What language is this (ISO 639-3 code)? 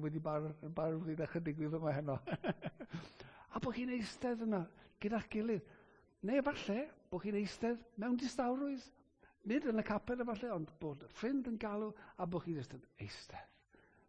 cym